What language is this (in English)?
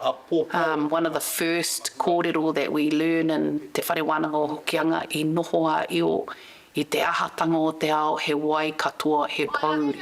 Māori